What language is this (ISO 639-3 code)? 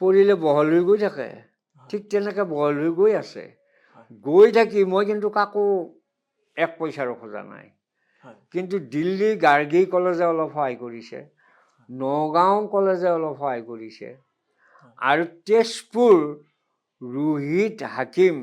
asm